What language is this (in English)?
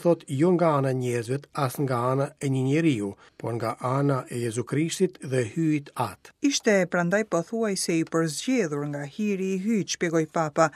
Albanian